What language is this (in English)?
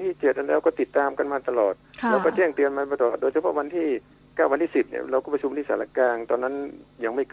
Thai